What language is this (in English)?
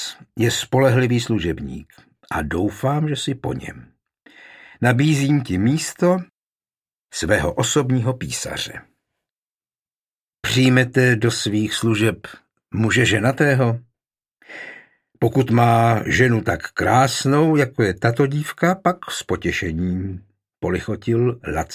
Czech